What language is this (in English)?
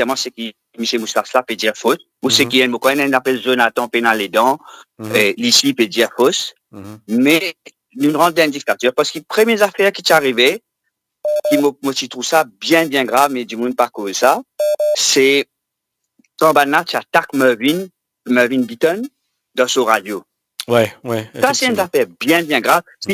Morisyen